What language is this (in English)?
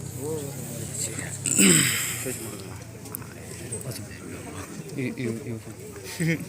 Yimchungru Naga